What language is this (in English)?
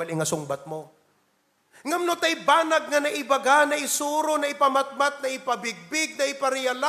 Iloko